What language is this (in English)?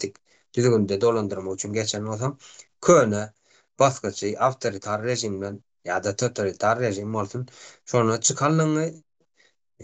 Turkmen